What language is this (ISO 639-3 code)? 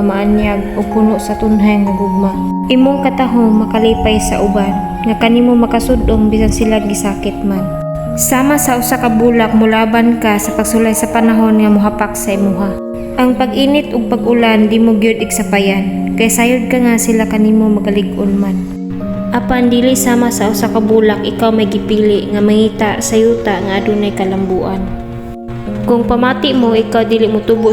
ceb